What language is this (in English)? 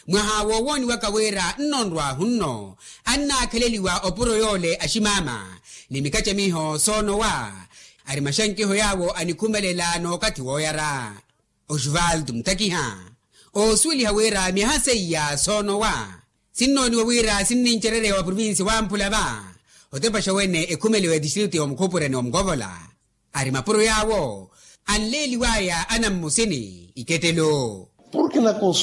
Makhuwa